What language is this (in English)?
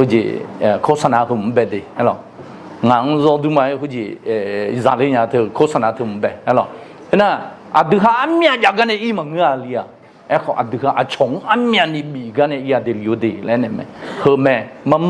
Akha